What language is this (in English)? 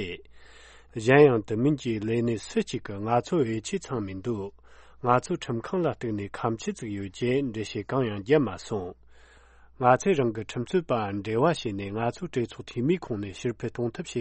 Tibetan